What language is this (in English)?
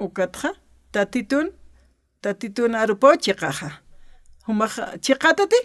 Aymara